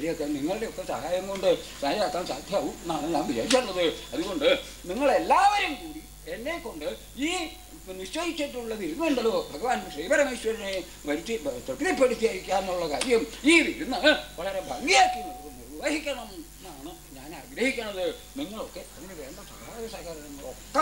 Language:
Malayalam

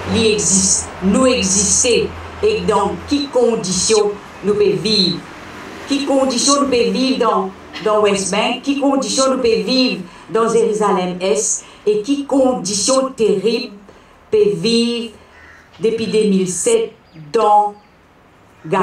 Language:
Morisyen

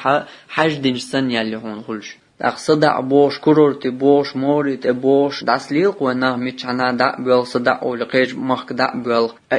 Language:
Chechen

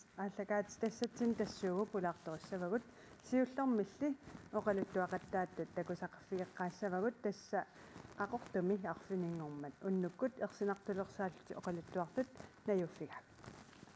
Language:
Kalaallisut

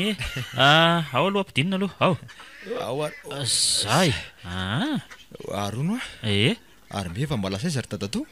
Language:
Malagasy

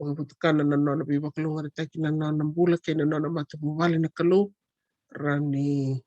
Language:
Fijian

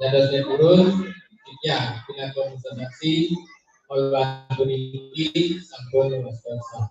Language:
Balinese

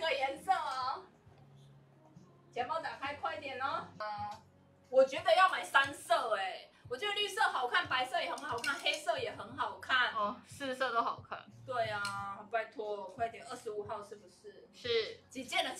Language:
Chinese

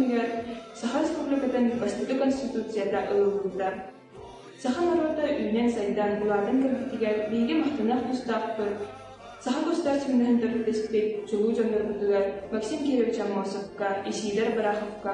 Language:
Yakut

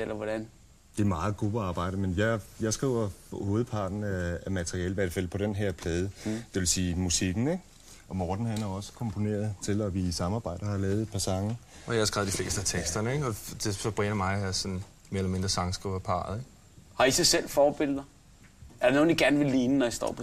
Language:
Danish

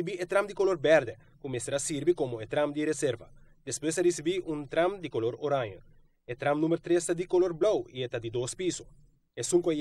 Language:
Papiamento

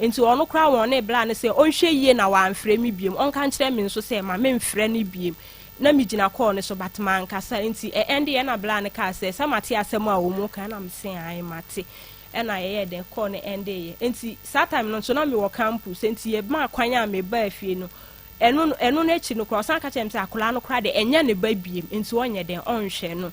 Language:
Akan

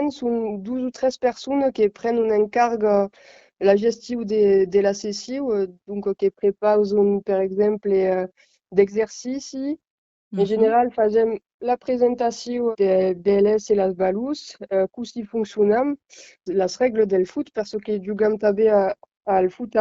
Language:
Occitan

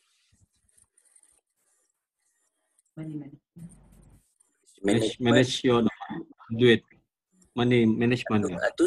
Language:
Malay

